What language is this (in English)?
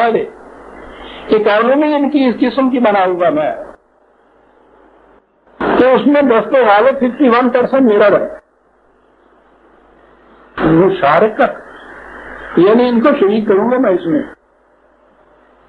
Urdu